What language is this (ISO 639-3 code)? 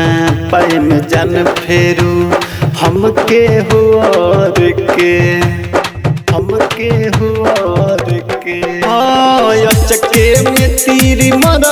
bho